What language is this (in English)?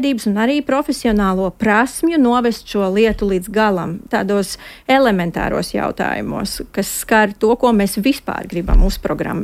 Latvian